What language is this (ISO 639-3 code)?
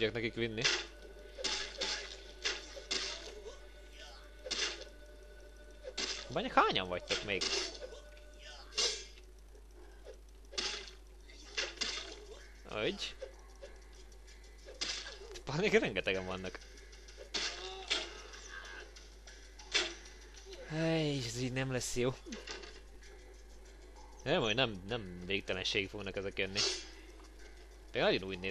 hun